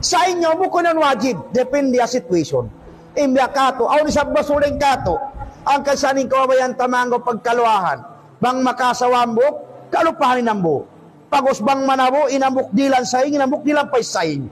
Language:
Tausug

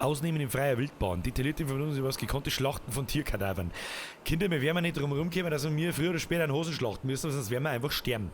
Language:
Bavarian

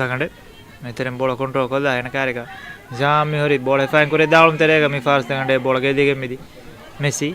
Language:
Divehi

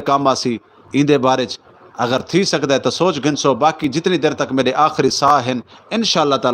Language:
Saraiki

